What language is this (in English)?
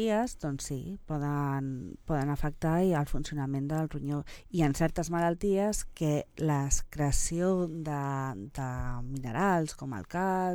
Catalan